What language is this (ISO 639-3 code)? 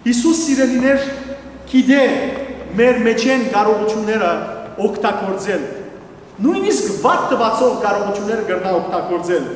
hyw